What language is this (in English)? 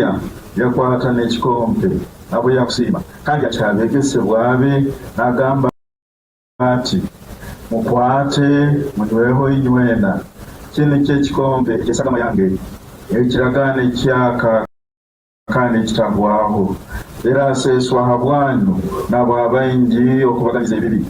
Nyankole